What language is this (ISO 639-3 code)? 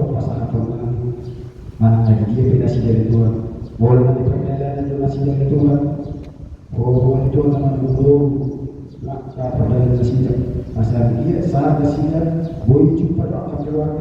bbc